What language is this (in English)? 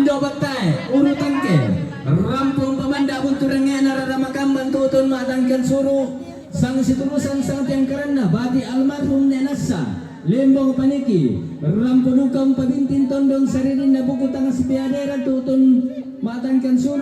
Toraja-Sa'dan